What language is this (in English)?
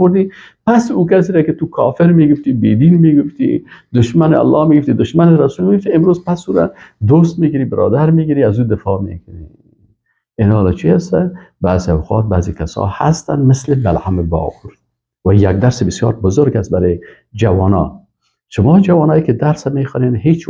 Persian